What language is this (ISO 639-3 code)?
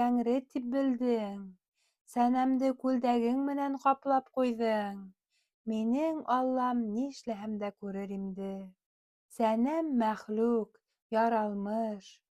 bak